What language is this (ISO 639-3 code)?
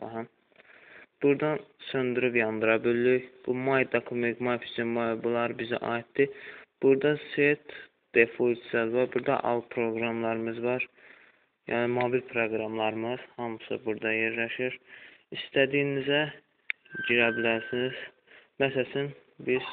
aze